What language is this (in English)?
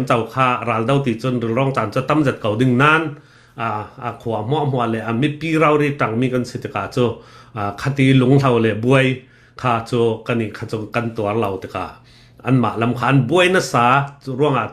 Hakha Chin